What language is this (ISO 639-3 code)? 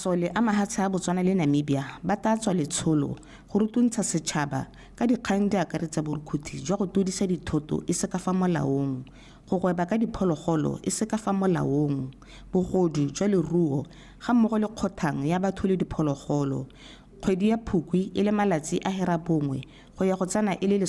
tsn